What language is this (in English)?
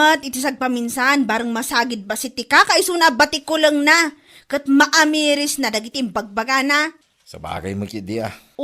Iloko